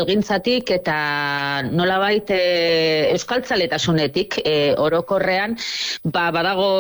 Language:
Basque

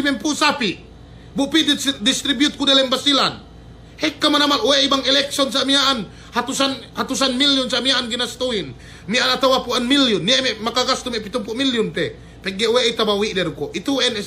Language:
Yakan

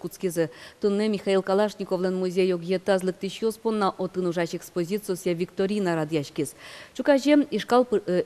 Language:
Udmurt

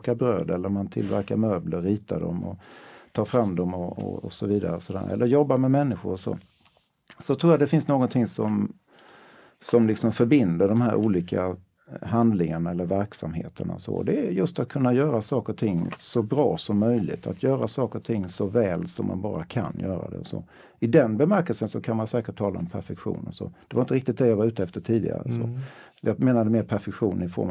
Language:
Swedish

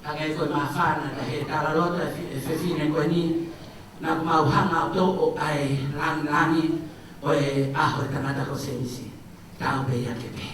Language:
Tongan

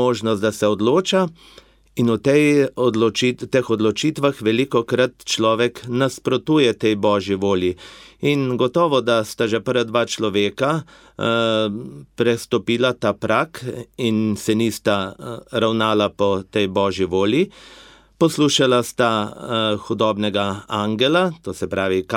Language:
Slovenian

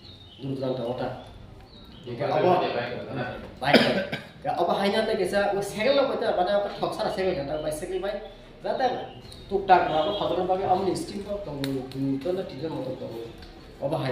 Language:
Kok Borok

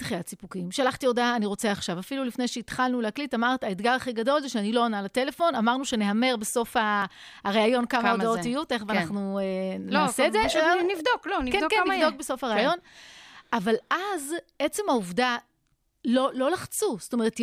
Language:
Hebrew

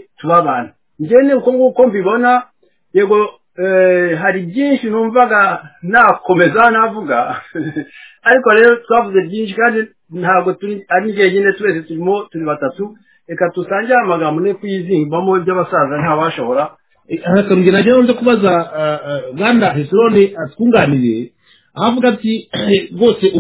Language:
Kinyarwanda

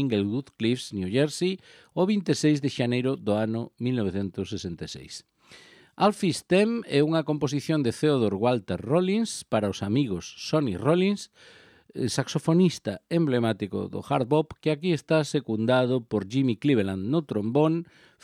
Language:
Galician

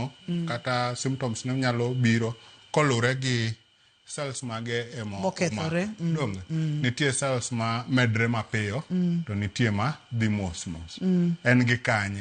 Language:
Luo (Kenya and Tanzania)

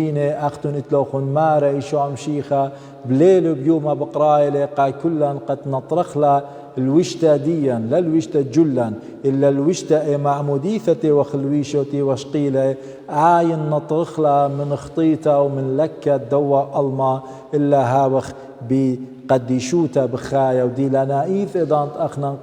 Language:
Assyrian Neo-Aramaic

